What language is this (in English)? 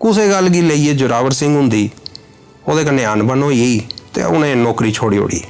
Dogri